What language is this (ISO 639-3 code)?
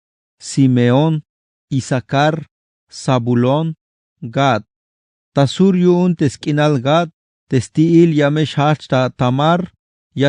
tzh